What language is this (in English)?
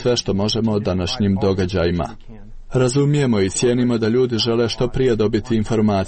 Croatian